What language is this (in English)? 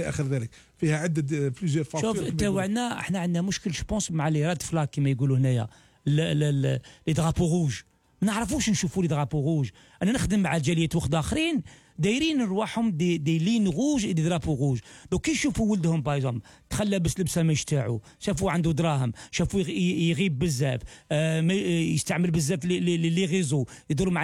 Algerian Arabic